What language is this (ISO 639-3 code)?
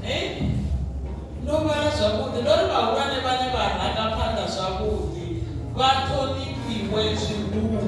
ven